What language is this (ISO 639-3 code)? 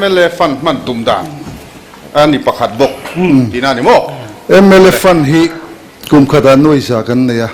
lus